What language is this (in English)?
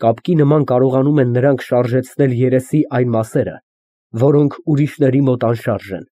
Armenian